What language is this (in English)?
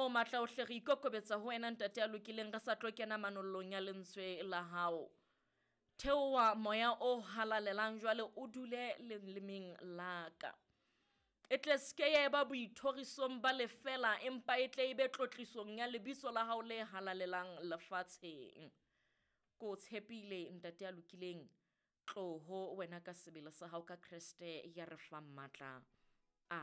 Southern Sotho